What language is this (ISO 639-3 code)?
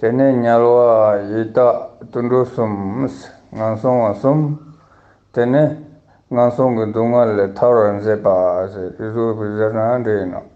lbj